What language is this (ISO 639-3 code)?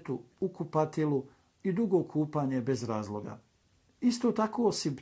bos